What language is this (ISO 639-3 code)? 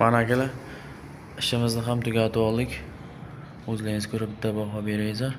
uzb